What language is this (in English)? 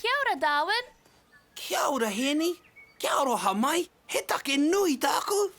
Māori